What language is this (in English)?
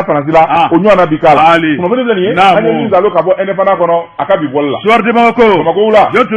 Bambara